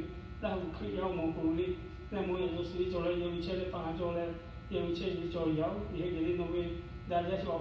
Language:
Lahu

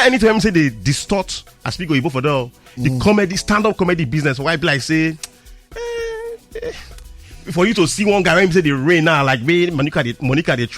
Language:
Nigerian Pidgin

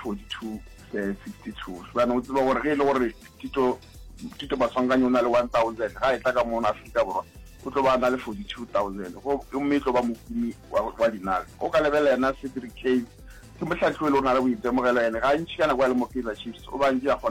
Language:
Northern Sotho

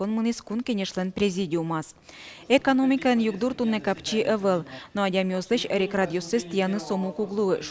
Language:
Udmurt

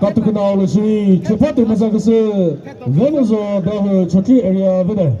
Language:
Chokri Naga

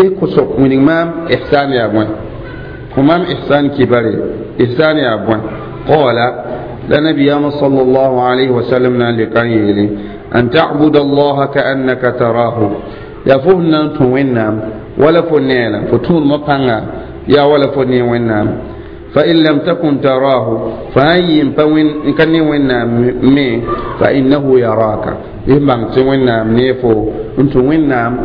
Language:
Mossi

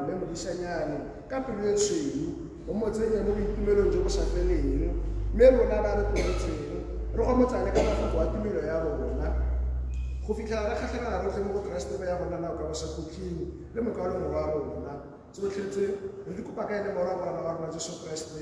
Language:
Tswana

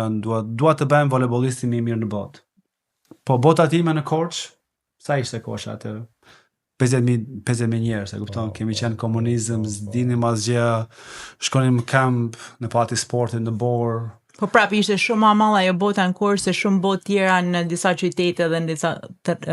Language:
Albanian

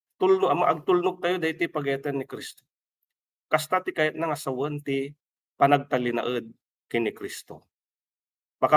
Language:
Iloko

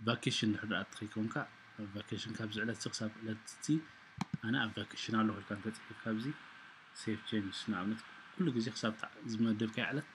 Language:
Tigrinya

